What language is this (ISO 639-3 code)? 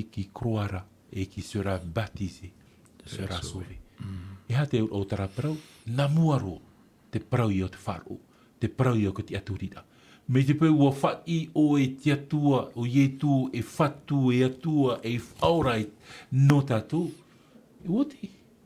tah